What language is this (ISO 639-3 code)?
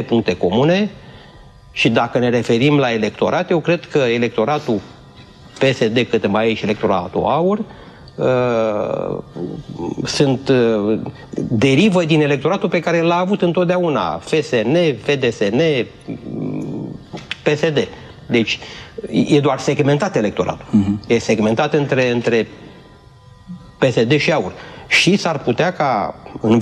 ron